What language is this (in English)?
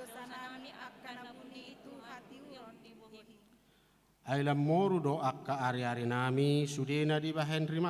Batak Toba